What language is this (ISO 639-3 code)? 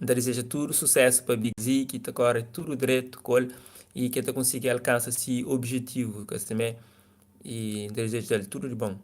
kea